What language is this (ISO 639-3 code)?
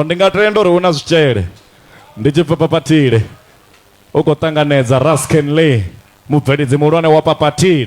ven